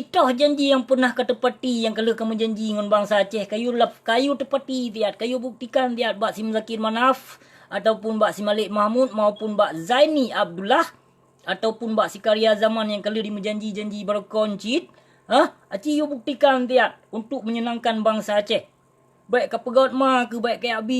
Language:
Achinese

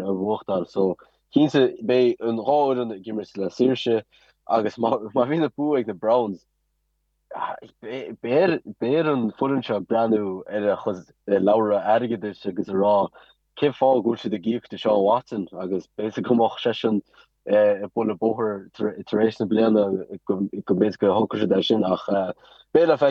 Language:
Irish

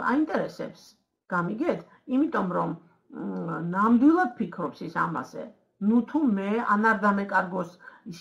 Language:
Georgian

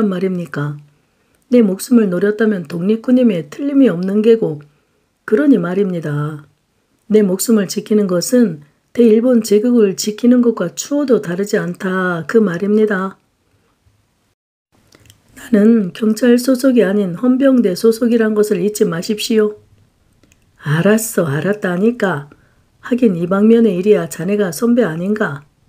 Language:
Korean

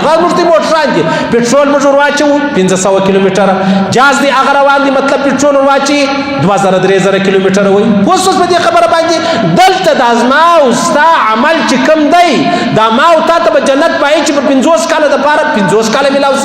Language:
Pashto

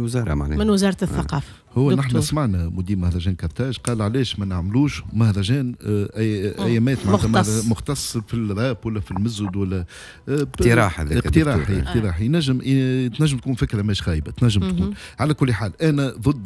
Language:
Tunisian Arabic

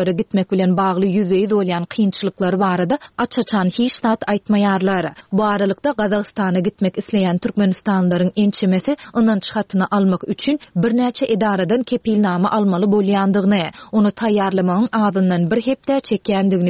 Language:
Turkmen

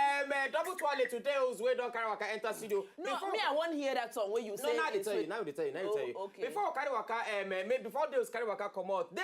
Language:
Nigerian Pidgin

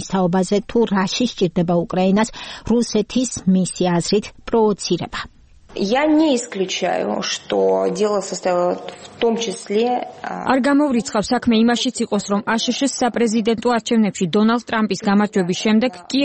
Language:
Georgian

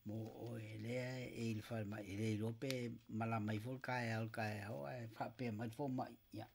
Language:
Samoan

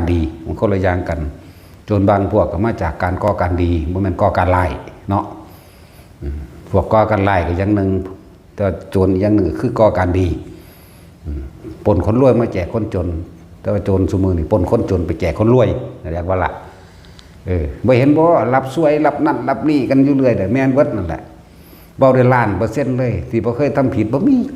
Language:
Northeastern Thai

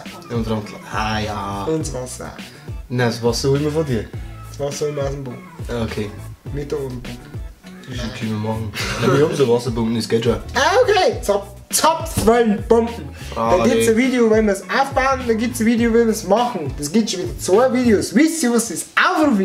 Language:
Bavarian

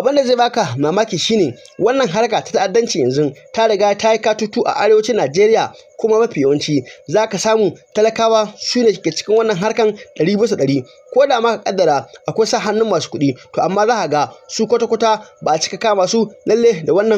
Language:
Hausa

